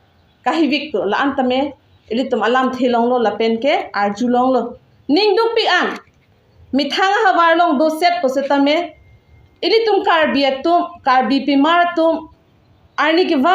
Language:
Karbi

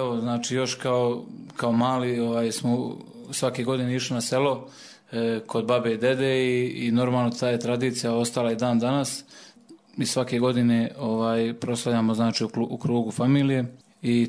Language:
Croatian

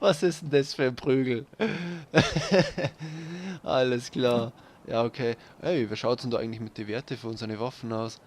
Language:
Bavarian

